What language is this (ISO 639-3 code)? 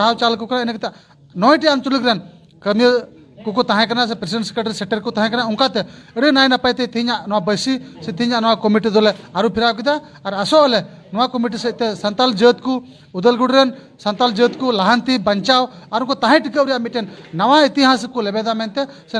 sat